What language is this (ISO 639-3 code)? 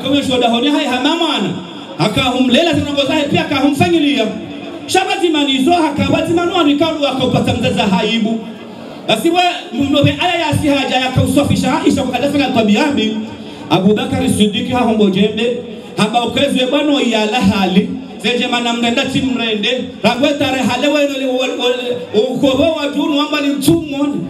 swa